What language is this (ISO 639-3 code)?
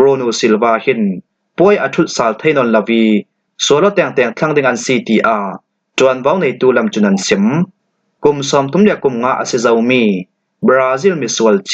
cfm